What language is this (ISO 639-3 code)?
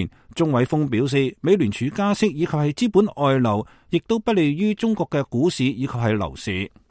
yue